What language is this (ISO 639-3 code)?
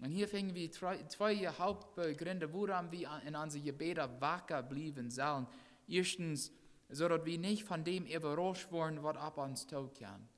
pdt